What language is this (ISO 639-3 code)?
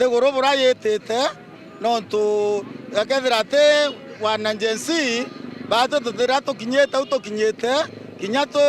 mer